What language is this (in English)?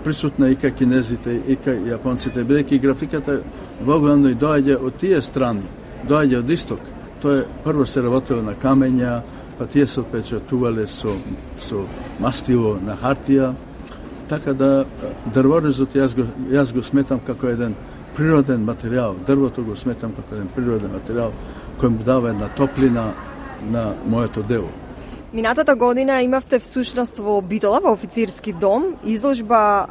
Macedonian